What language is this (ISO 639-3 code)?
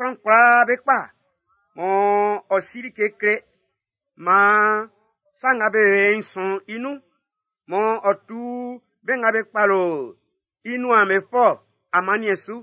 bci